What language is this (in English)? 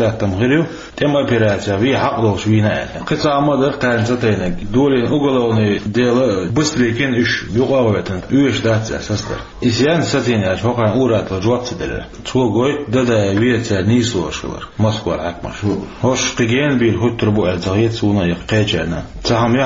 Chechen